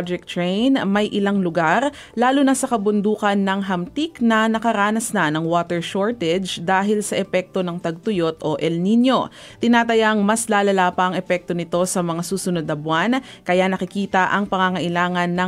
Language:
Filipino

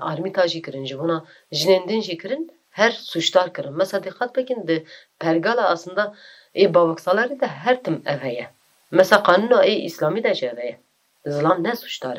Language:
Kurdish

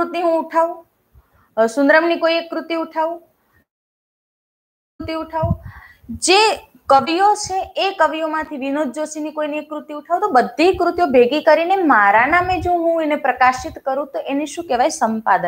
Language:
Gujarati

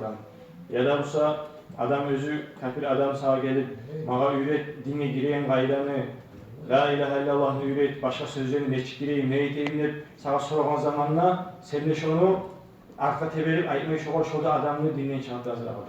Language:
Kumyk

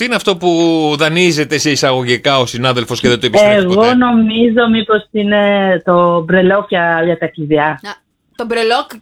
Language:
Greek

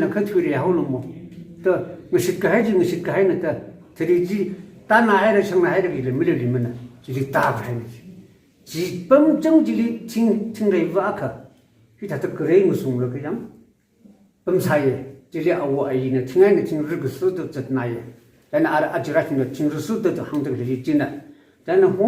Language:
Tangkhul Naga (India)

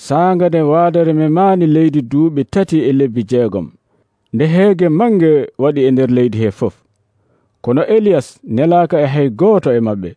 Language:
Nigerian Fulfulde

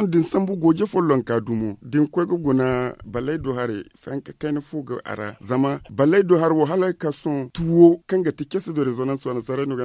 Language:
Zarma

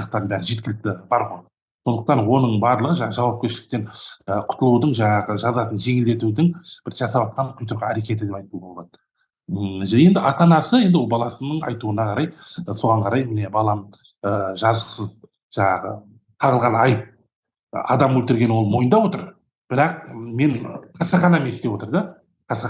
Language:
Kazakh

